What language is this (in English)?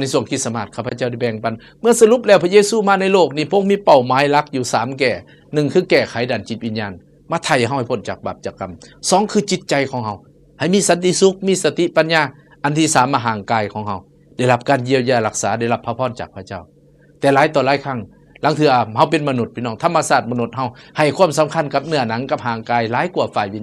Lao